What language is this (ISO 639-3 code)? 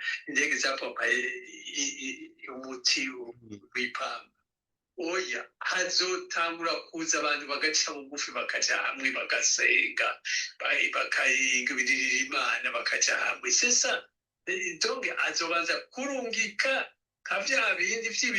run